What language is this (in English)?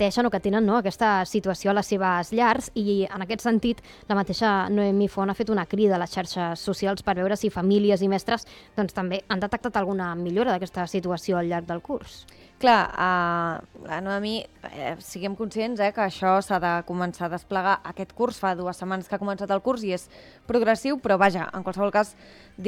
Catalan